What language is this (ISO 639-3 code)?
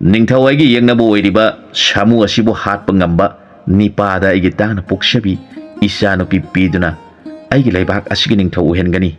mni